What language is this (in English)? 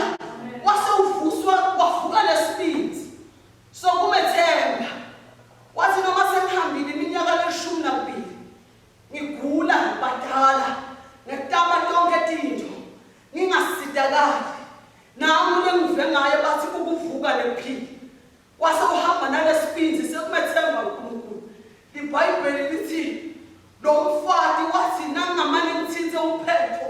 Swati